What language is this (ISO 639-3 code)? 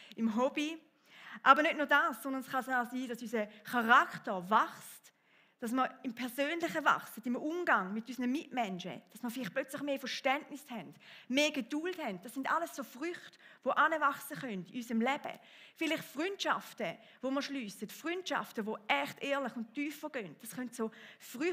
gsw